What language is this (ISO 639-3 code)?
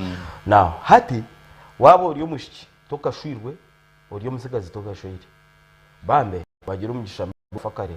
nyn